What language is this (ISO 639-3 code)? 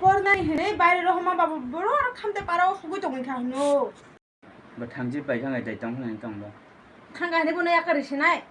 trp